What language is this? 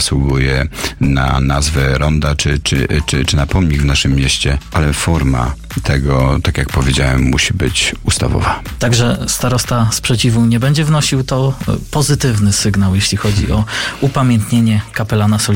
Polish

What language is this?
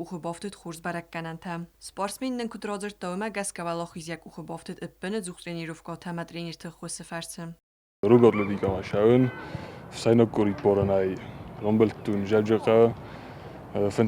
Ossetic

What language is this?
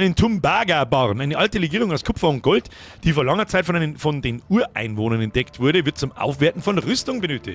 Bavarian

